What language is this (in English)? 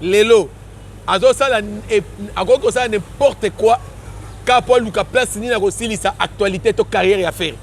Lingala